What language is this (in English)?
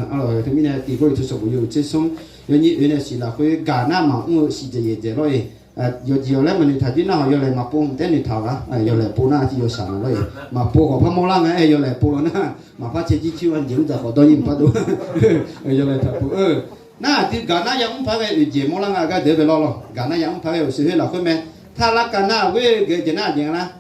Akha